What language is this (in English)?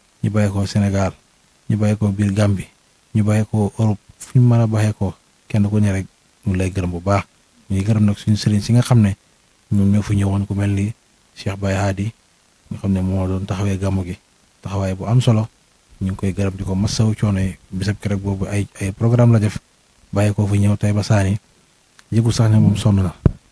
Wolof